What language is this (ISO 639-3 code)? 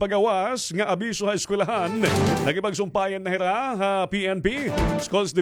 war